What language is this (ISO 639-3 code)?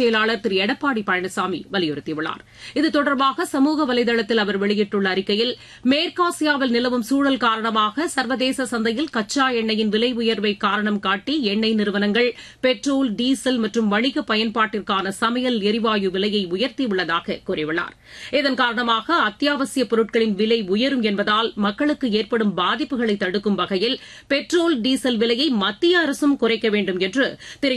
tam